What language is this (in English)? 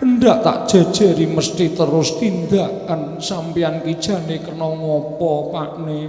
Javanese